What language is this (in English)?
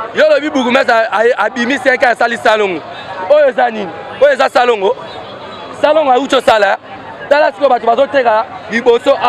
Lingala